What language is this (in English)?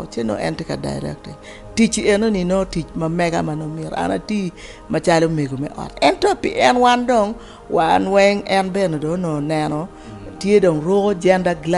Acoli